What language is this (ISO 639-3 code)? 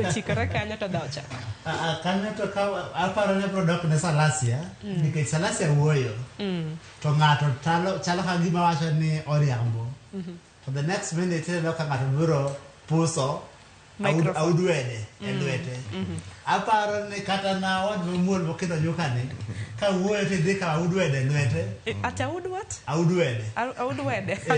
luo